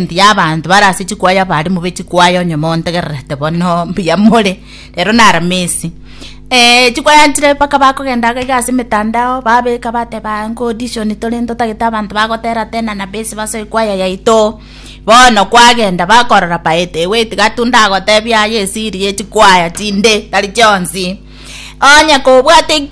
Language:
Gusii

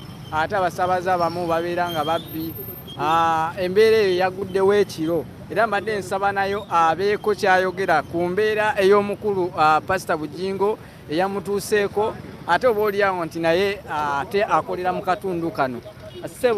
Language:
Ganda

